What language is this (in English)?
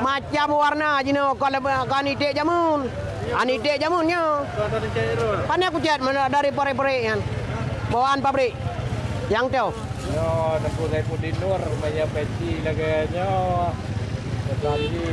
Achinese